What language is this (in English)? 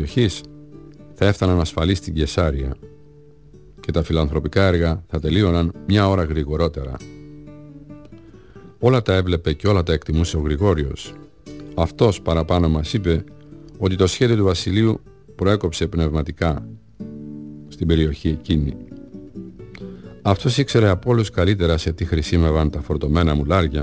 Greek